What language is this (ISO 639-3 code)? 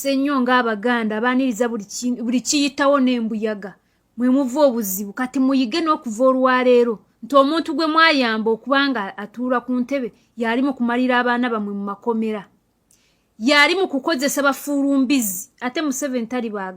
lug